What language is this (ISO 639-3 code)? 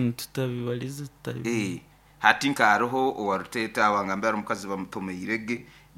nyo